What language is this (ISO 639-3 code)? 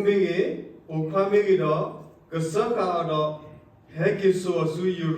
ksw